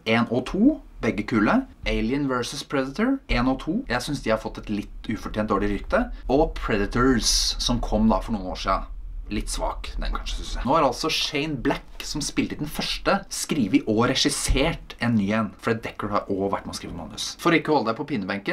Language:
Norwegian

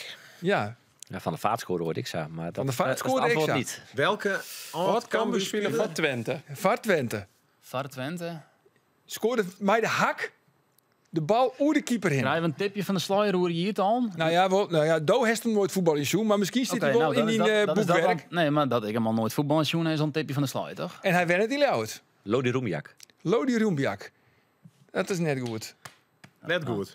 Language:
Western Frisian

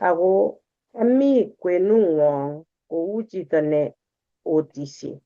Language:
Kalenjin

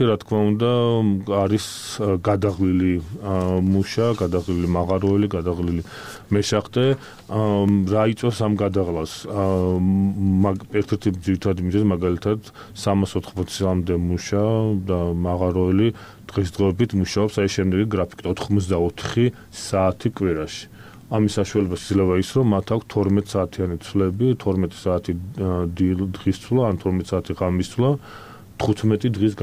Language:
Georgian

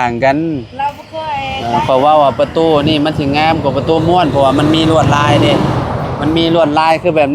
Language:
Lao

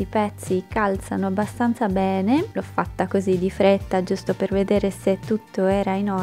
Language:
Italian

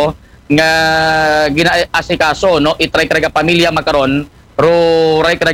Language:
Aklanon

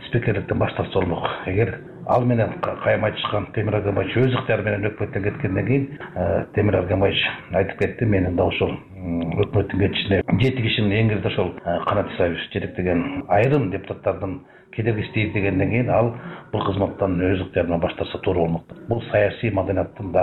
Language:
Kyrgyz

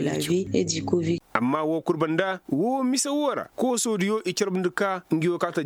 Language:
Koyraboro Senni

